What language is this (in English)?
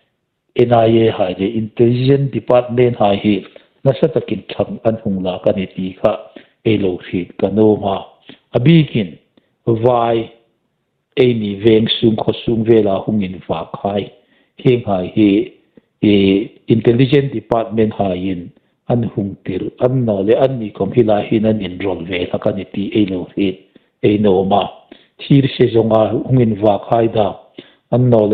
Hmar